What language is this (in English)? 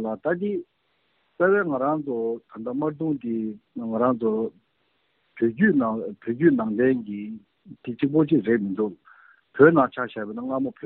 Tibetan